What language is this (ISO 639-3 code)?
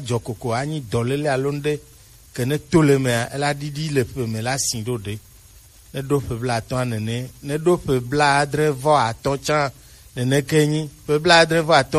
gej